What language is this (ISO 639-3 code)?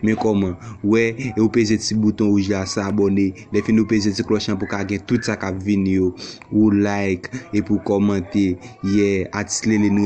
hat